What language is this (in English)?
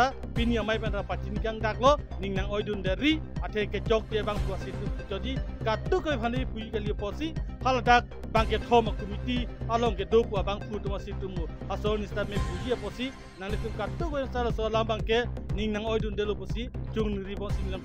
Karbi